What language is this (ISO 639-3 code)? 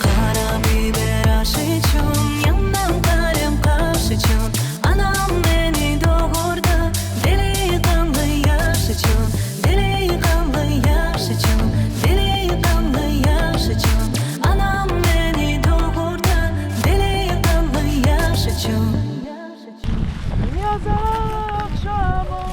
crh